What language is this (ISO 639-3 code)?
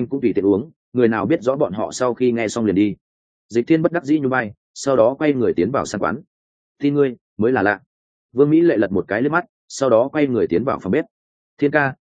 vie